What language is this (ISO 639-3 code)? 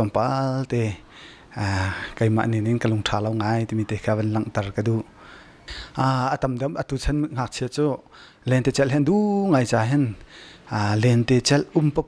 cnh